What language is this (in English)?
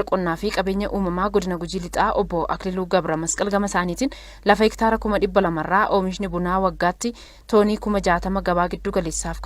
Oromo